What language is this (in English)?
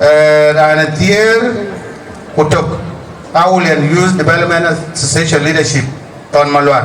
Dinka